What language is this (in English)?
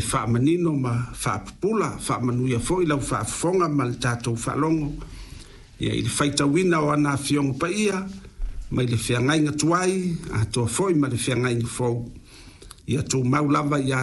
Samoan